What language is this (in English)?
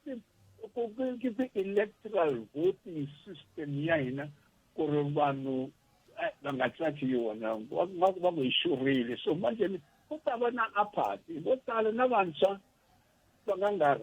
Tsonga